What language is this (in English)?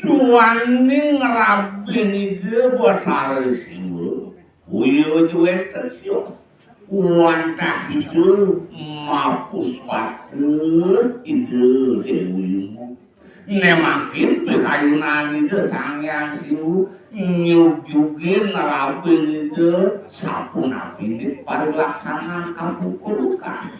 Balinese